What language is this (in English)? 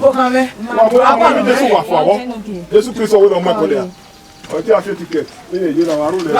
Bini